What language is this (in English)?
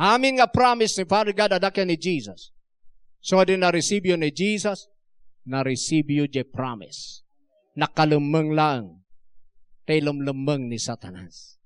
Iloko